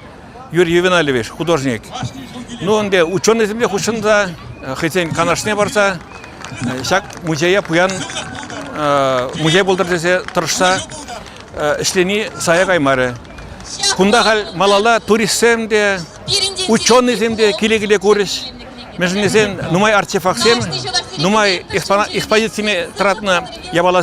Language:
Chuvash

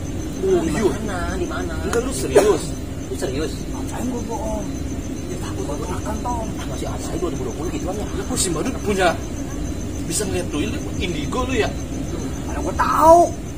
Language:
Betawi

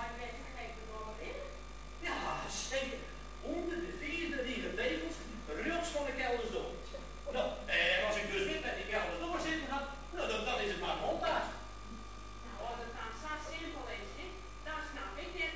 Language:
Western Frisian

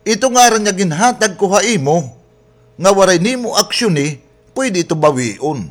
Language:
Waray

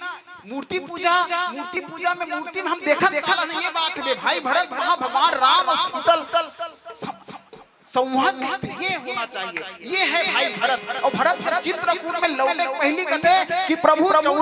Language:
Chhattisgarhi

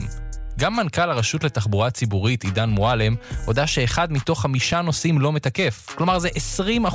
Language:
Hebrew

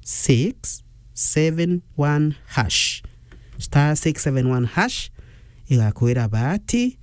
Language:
Meru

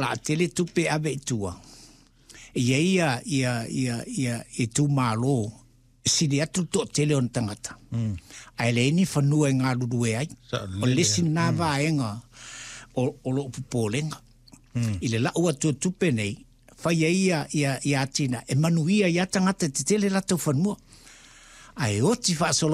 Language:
Samoan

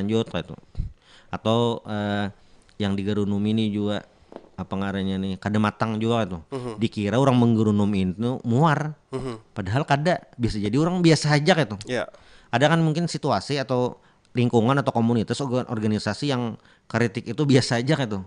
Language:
Banjar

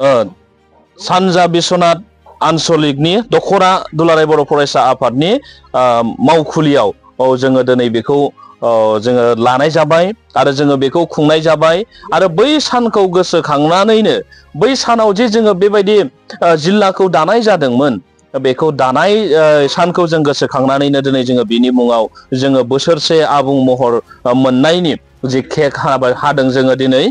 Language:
Bodo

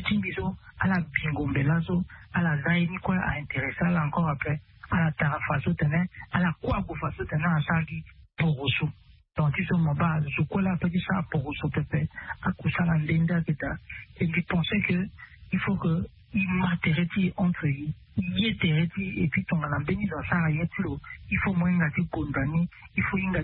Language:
Sango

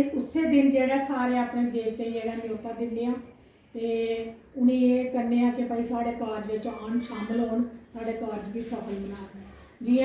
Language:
Dogri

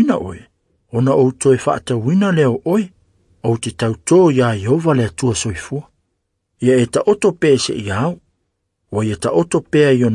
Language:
Samoan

